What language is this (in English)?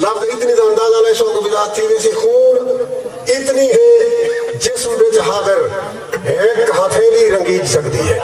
Saraiki